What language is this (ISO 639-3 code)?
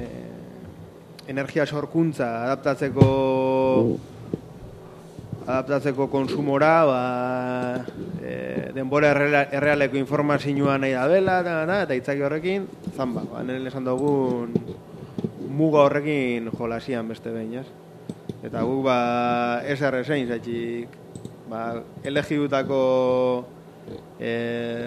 eus